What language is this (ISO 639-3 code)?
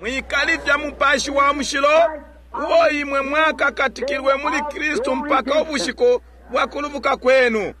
bem